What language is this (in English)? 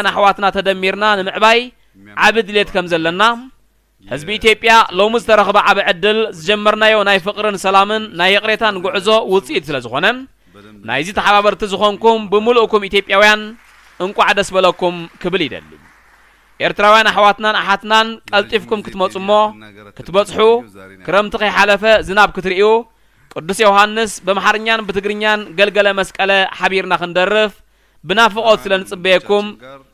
Tigrinya